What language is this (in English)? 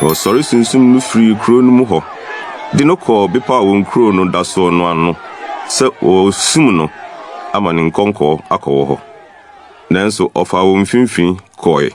Akan